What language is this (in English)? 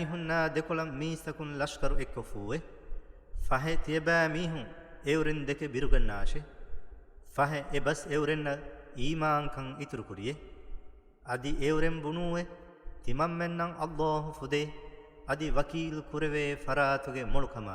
Divehi